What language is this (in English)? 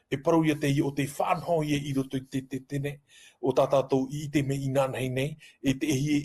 Tahitian